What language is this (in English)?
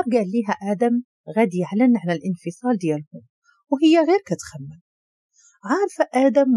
Moroccan Arabic